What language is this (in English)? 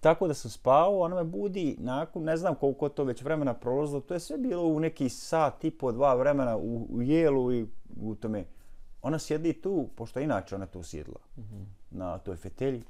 Bosnian